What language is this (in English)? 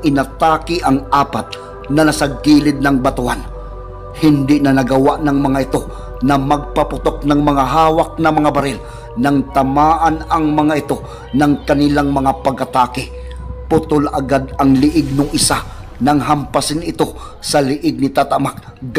Filipino